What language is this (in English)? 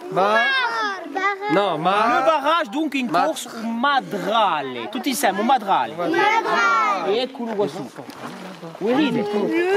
Corsican